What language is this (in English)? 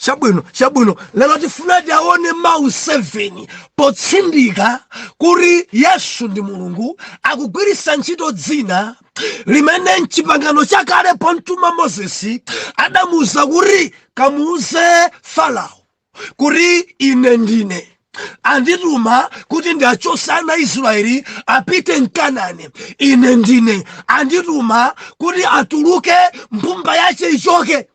Nyanja